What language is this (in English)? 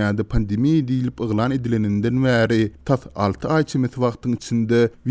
Turkmen